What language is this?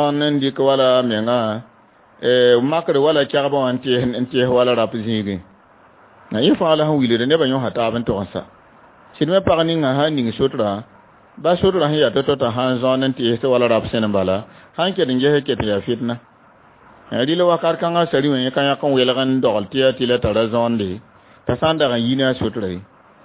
Mossi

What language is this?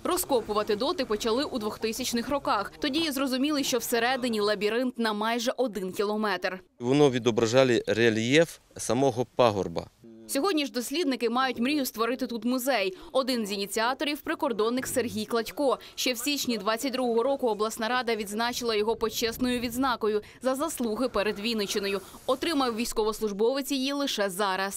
Ukrainian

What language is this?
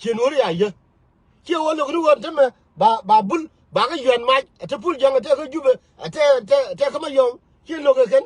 Nuer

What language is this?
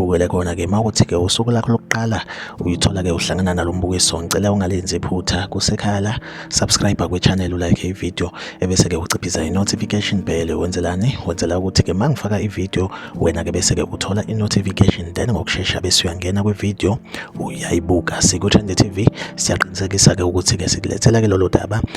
Zulu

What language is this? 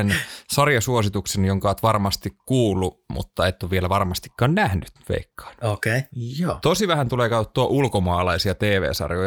Finnish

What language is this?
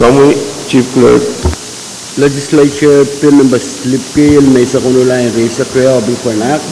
Pohnpeian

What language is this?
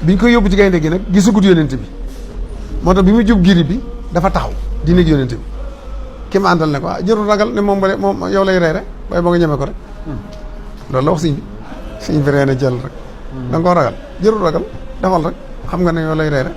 Wolof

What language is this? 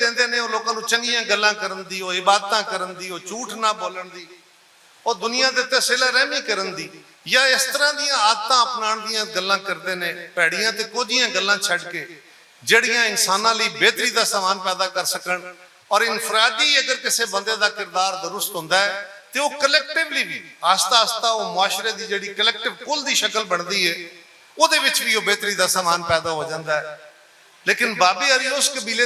Western Panjabi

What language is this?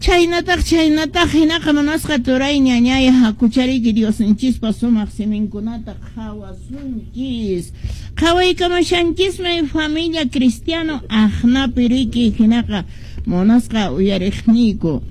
Quechua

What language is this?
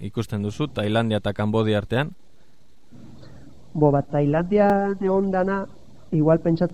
Basque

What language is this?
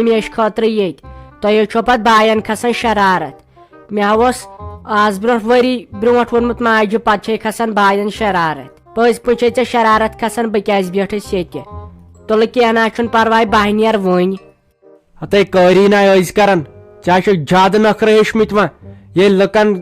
Kashmiri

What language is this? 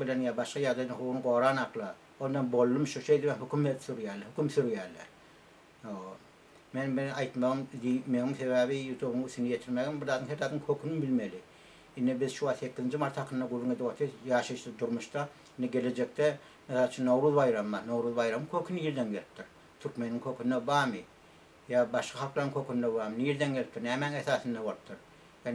Turkmen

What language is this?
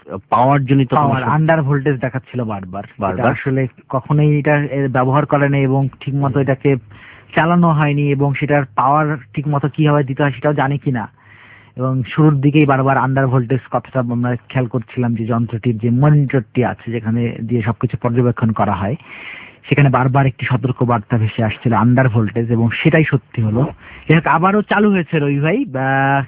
Bangla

